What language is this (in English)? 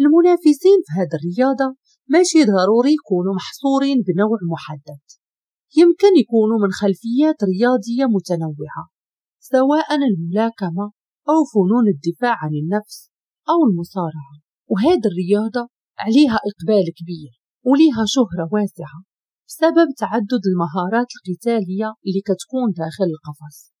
Moroccan Arabic